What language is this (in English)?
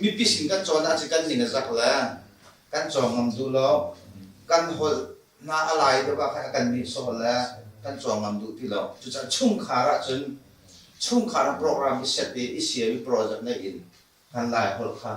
Hakha Chin